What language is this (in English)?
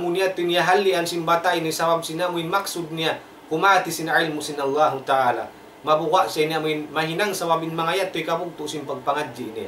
Tausug